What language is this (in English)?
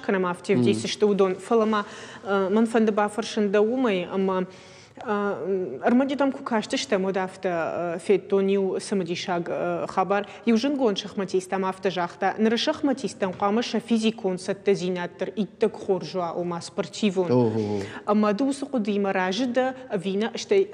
Ossetic